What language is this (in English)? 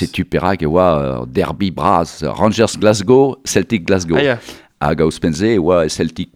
Breton